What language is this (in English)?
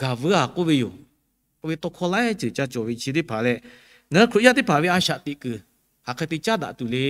Lahu